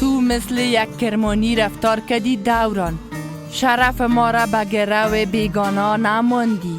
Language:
Persian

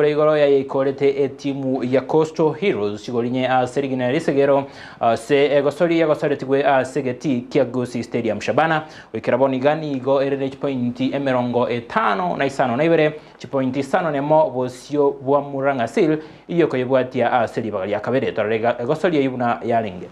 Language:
Gusii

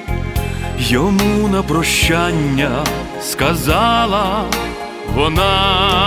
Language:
Ukrainian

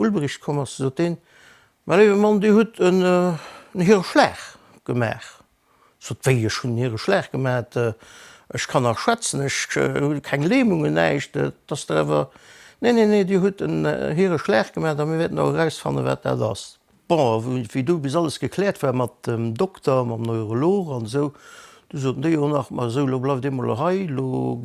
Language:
Luxembourgish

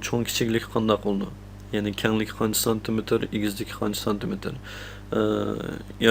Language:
Uyghur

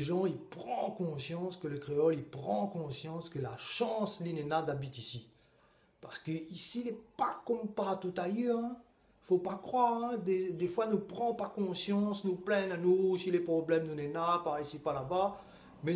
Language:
Réunion Creole French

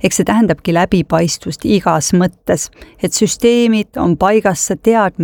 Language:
Estonian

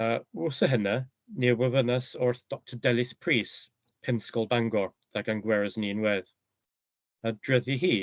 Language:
Cornish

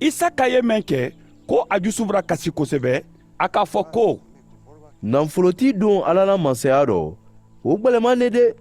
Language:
Mandingo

